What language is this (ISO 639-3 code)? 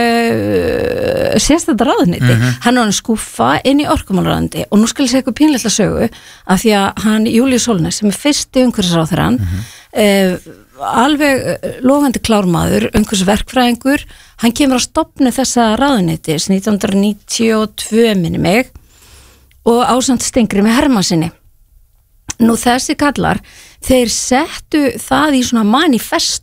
isl